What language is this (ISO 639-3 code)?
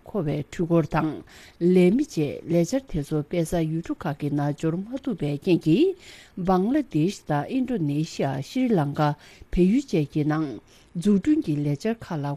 bod